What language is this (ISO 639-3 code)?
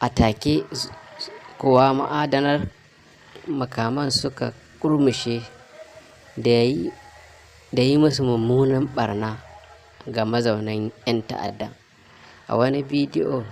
hau